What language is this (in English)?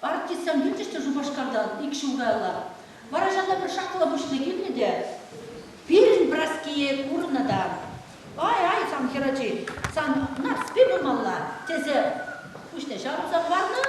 Chuvash